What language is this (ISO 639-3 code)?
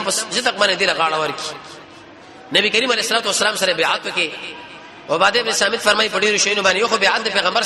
pus